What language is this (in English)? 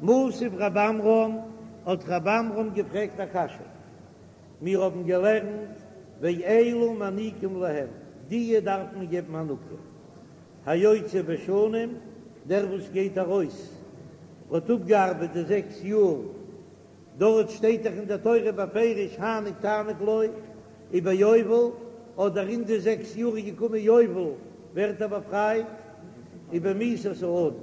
Yiddish